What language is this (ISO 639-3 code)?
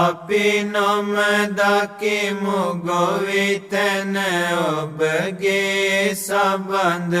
sin